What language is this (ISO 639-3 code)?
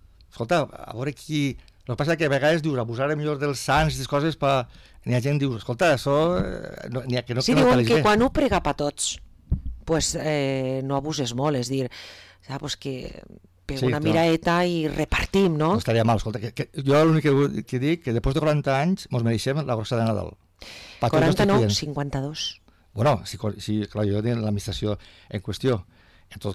cat